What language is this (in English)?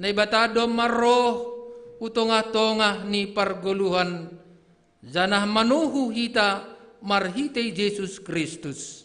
Batak Simalungun